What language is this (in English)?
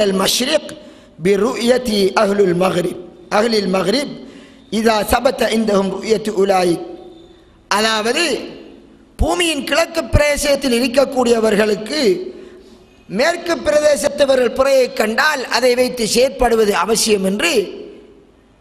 Tamil